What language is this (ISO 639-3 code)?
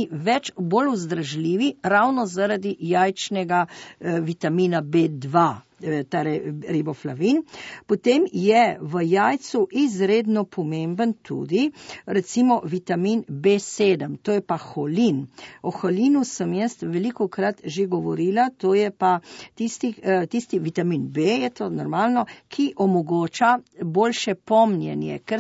slv